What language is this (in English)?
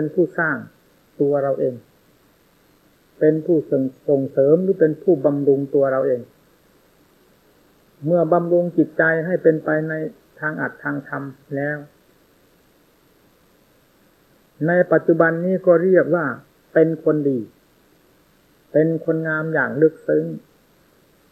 Thai